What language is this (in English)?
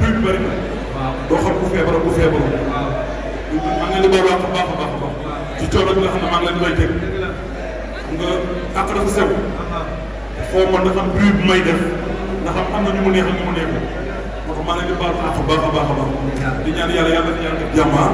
Wolof